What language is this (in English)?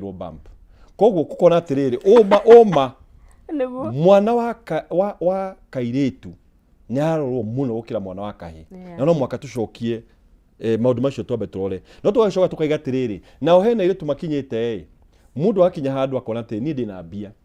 Kikuyu